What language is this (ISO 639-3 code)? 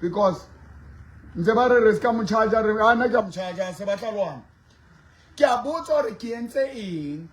sot